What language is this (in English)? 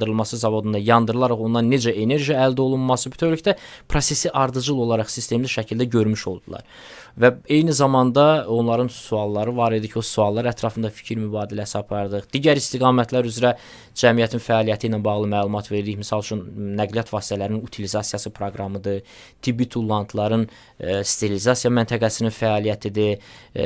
Azerbaijani